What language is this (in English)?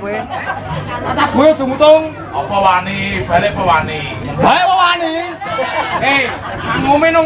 Javanese